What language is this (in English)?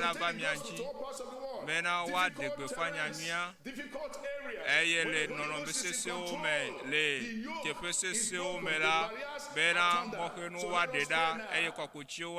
Ewe